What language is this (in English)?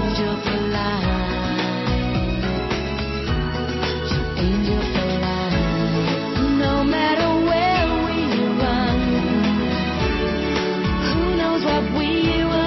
English